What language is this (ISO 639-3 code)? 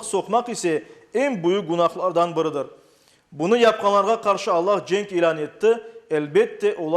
crh